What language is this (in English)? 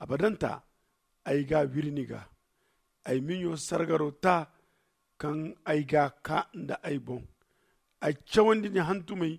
Zarma